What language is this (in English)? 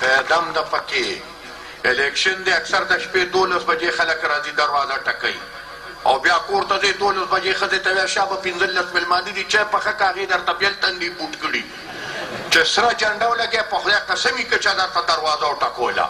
Pashto